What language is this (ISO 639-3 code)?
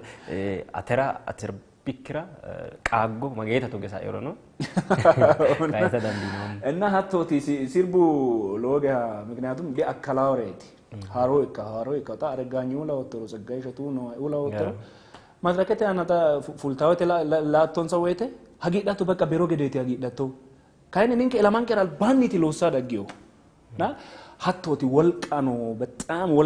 sid